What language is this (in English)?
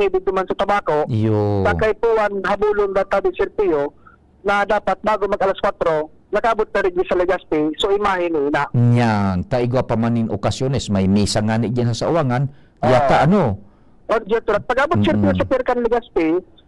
Bikol